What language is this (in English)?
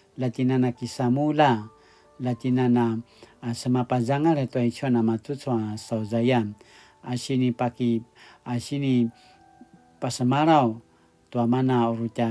Paiwan